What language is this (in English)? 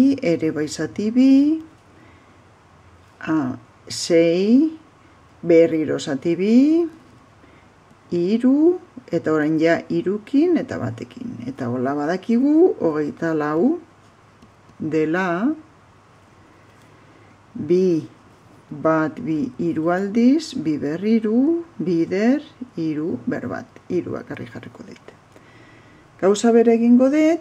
Basque